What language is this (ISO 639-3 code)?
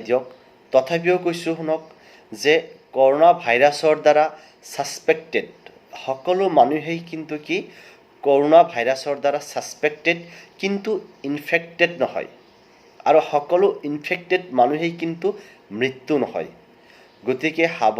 asm